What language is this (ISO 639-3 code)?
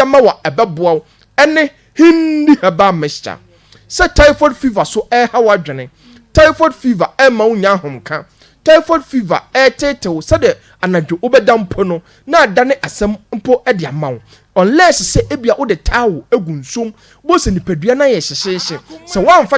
aka